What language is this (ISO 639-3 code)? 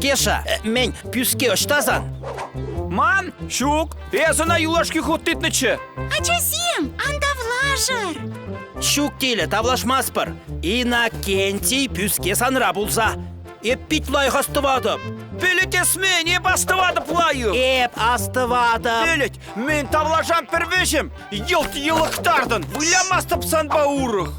chv